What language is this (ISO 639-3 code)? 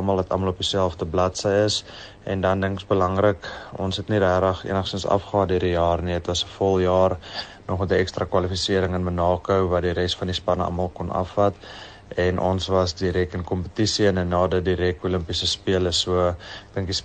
afr